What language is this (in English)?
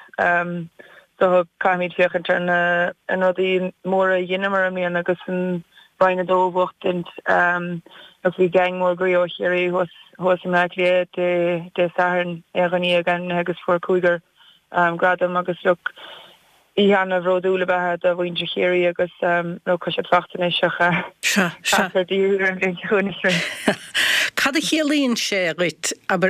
Irish